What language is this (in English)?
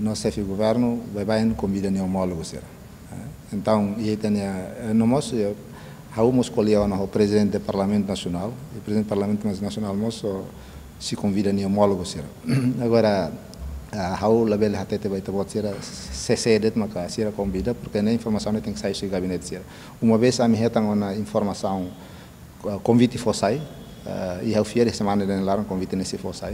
Tetum